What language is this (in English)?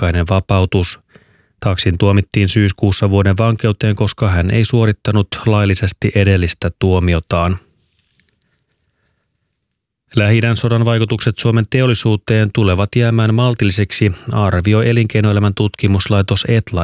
Finnish